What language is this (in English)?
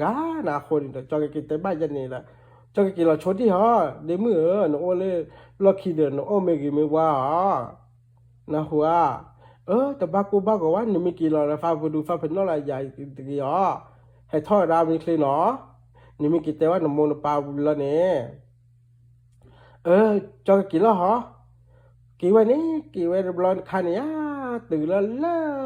S'gaw Karen